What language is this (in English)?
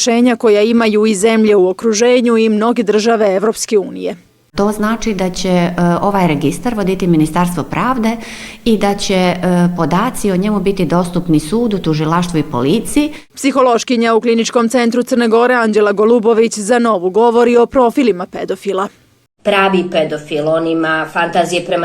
Bosnian